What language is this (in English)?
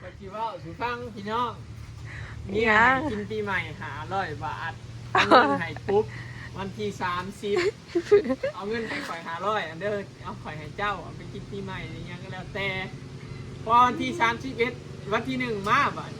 Northeastern Thai